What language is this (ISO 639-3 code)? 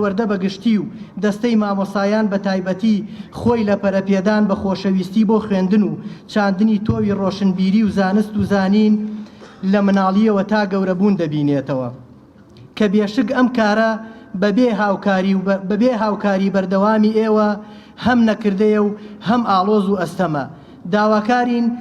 ckb